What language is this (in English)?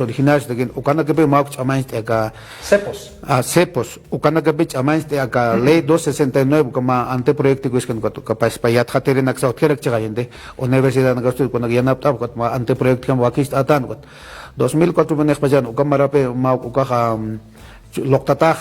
Aymara